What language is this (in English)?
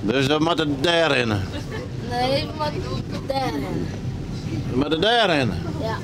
Western Frisian